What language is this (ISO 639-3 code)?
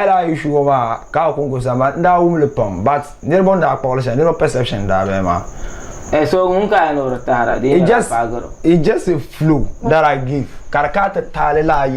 dag